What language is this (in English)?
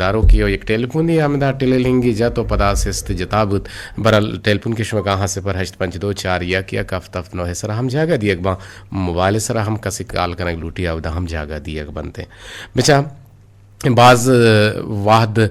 Eastern Balochi